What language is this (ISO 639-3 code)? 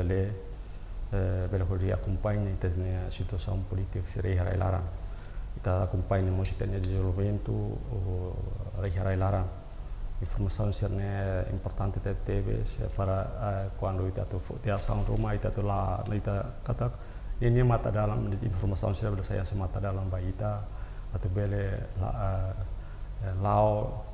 tet